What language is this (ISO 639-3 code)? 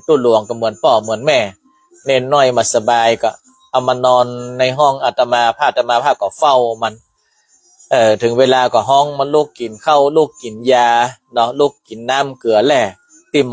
nod